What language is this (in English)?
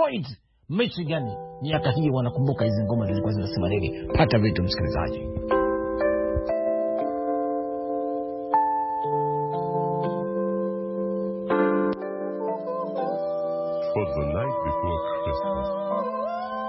Swahili